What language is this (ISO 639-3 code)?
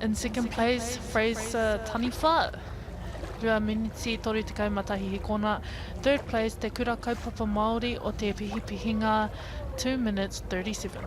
mri